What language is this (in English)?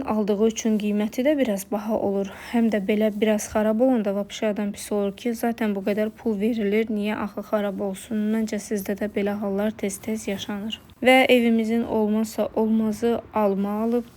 Azerbaijani